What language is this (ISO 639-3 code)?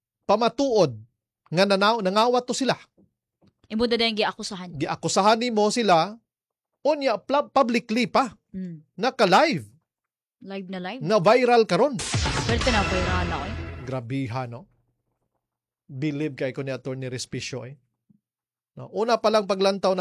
ceb